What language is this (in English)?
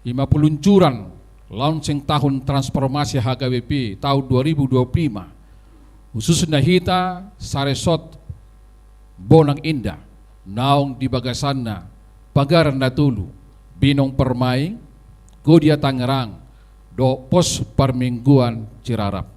Batak Toba